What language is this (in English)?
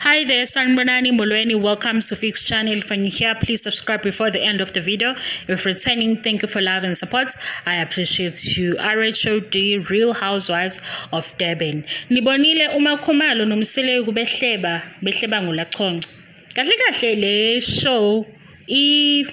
Zulu